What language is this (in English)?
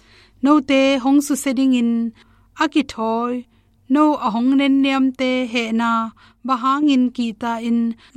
Tedim Chin